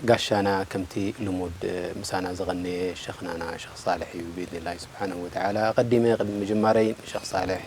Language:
Tigrinya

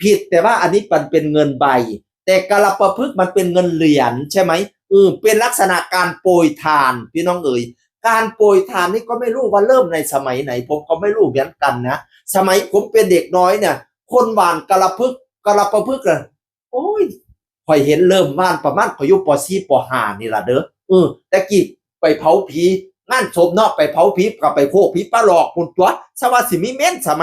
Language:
Northeastern Thai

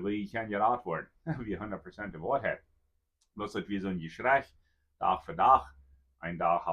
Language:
Plautdietsch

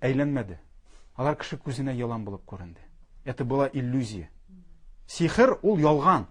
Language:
Tatar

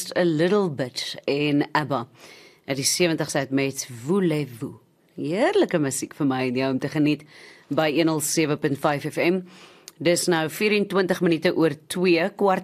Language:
Afrikaans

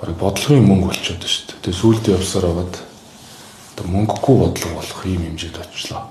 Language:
Mongolian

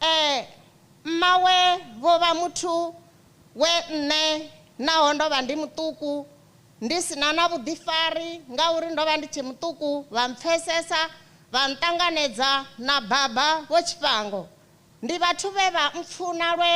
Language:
Venda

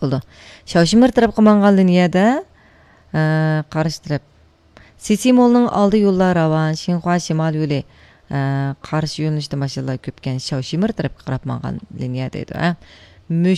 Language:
Uyghur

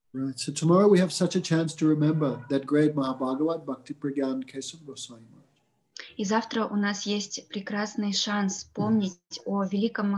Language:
Russian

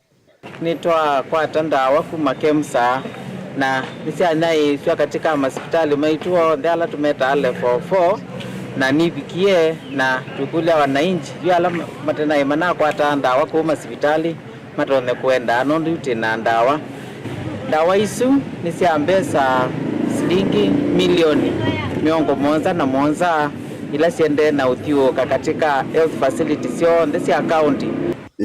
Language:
Kamba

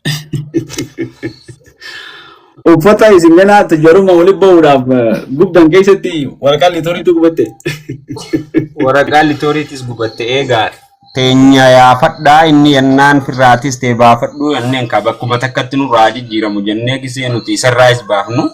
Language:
Oromo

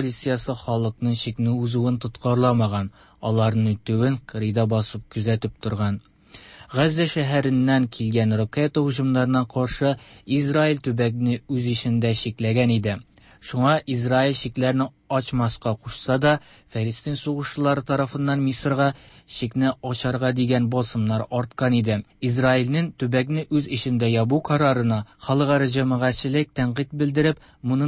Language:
Tatar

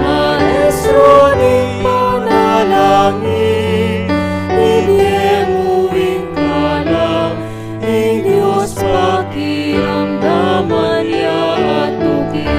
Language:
Pampanga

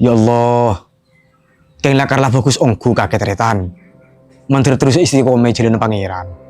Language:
Madurese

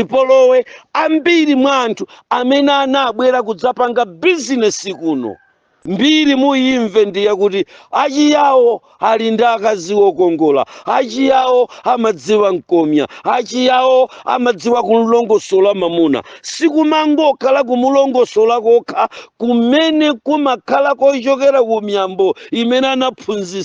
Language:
Nyanja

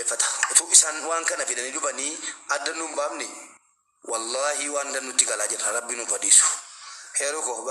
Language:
Oromo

